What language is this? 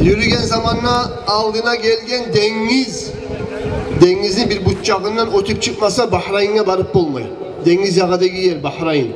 Kumyk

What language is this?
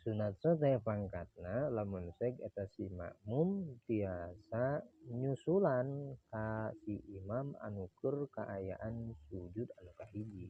Sundanese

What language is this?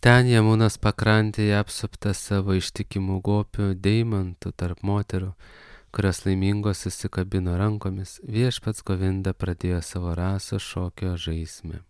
Lithuanian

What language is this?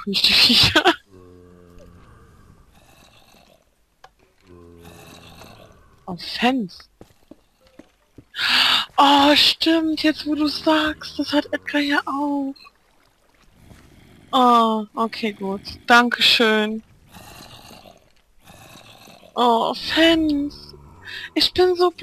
German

